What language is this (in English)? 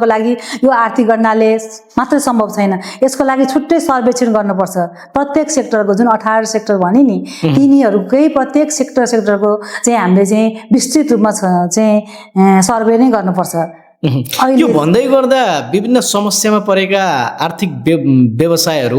Nepali